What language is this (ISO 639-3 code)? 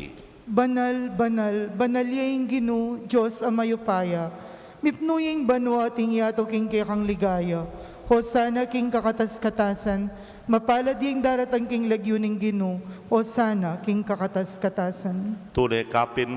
pam